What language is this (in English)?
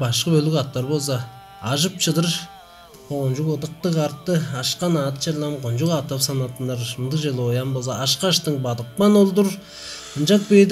Tuvinian